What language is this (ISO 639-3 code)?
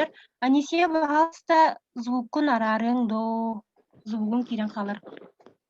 sah